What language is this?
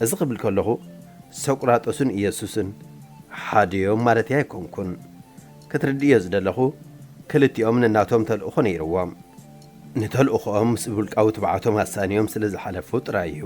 Tigrinya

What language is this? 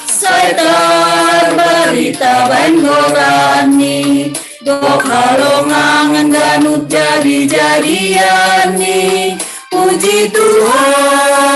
Batak Simalungun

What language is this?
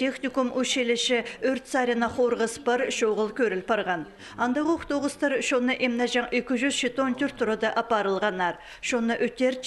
Khakas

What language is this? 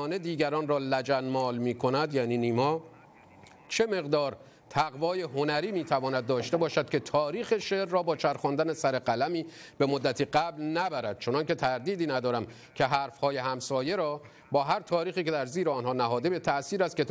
Persian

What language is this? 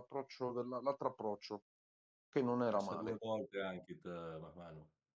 Italian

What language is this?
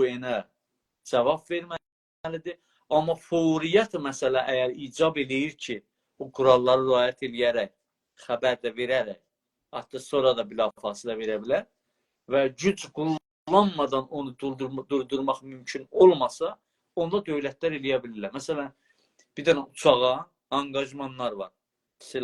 South Azerbaijani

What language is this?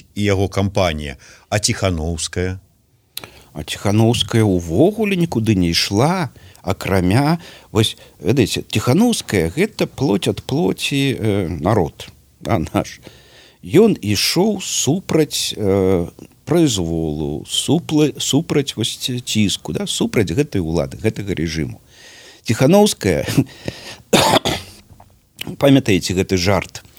Belarusian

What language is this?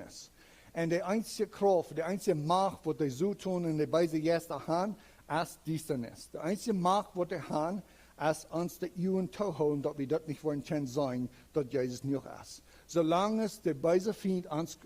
Plautdietsch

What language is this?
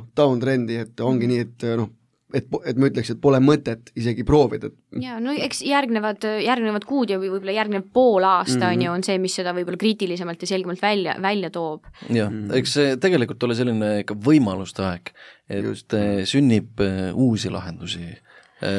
Estonian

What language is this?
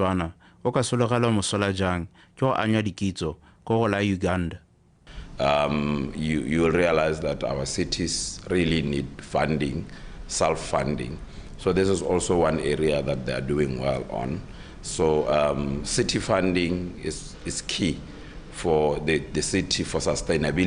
Tswana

